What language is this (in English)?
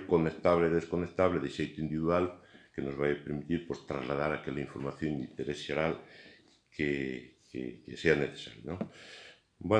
Galician